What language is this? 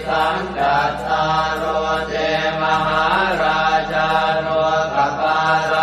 Pali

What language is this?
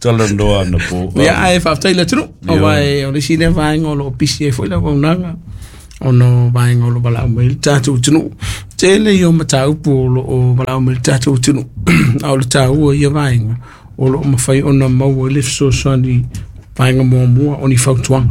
Samoan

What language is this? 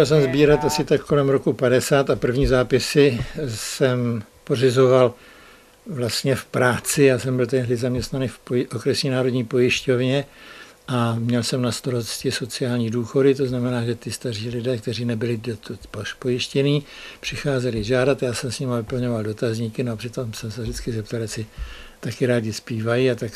Czech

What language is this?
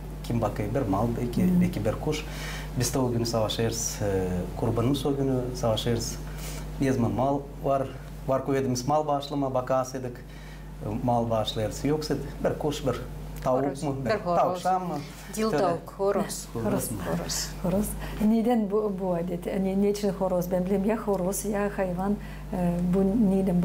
Gagauz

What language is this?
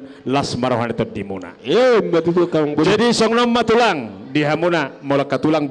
Batak Toba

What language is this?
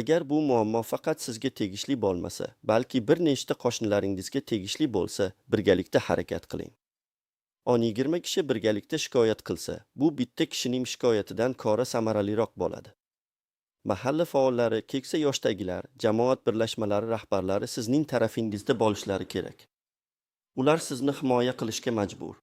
Uzbek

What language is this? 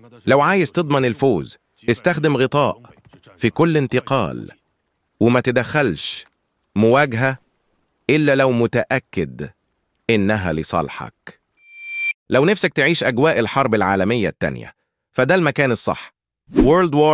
Egyptian Arabic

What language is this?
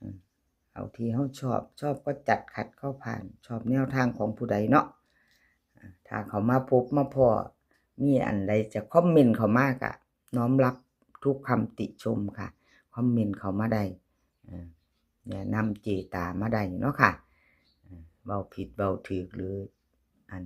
Northeastern Thai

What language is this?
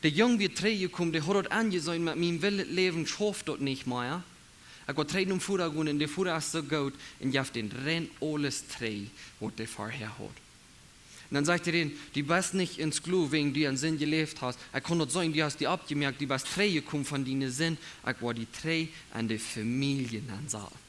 Plautdietsch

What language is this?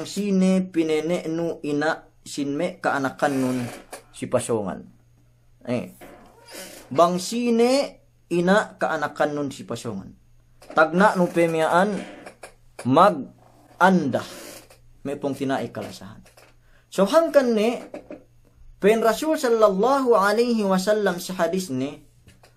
Yakan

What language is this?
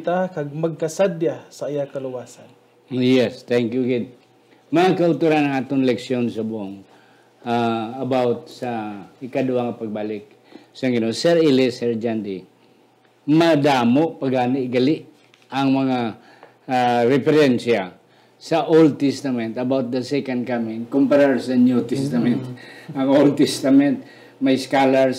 Hiligaynon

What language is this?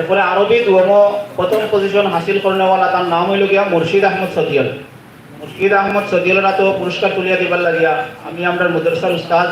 Sylheti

